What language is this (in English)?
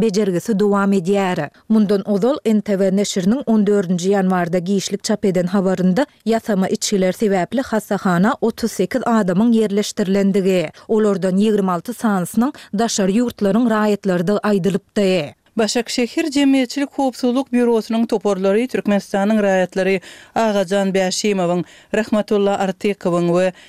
Turkmen